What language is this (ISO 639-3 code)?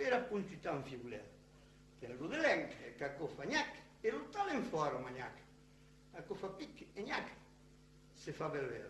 oci